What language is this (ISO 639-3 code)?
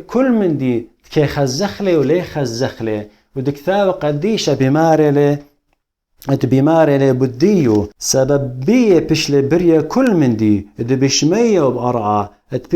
aii